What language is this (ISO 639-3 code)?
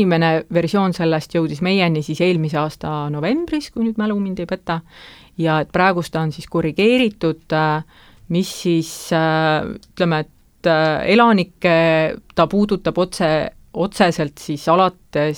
est